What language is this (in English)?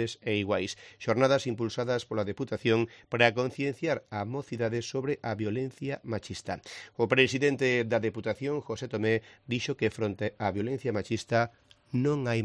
Galician